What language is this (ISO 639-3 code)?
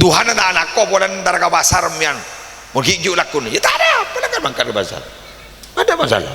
mad